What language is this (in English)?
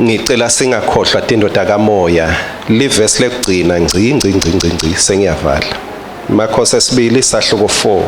Swati